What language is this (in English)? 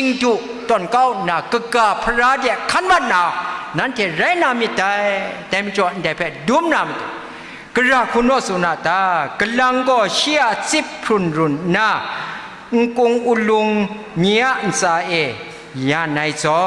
Kachin